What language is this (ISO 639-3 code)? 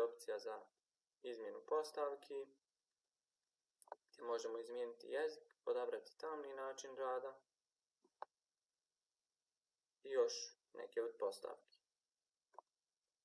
hrv